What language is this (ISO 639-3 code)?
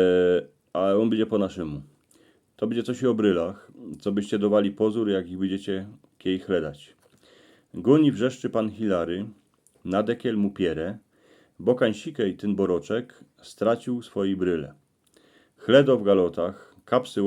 szl